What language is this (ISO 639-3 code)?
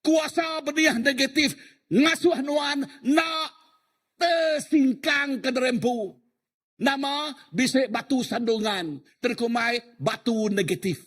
iba